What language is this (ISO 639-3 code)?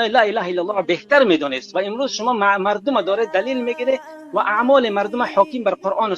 tgk